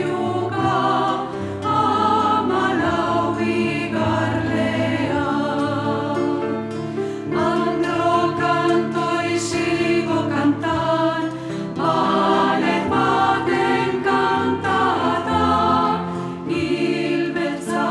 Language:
Basque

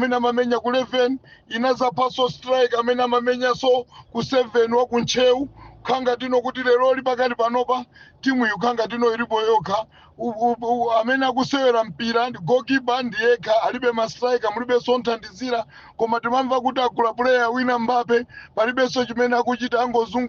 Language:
Nyanja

